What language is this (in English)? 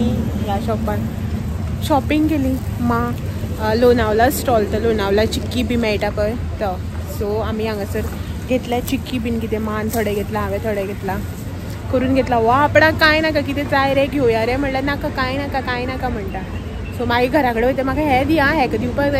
Konkani